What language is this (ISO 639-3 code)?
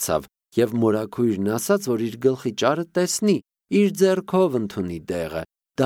hye